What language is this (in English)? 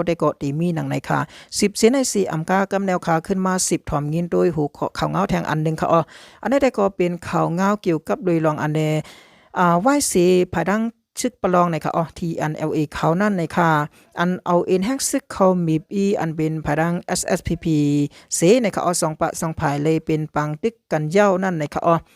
Shan